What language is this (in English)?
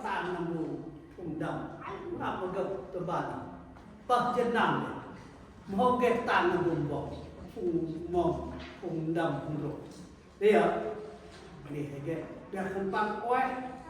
Central Mnong